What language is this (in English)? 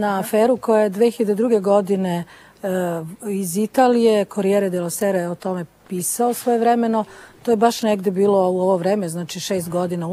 Serbian